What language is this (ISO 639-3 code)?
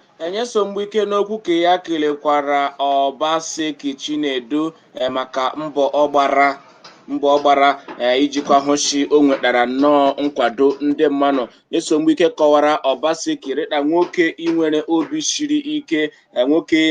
ibo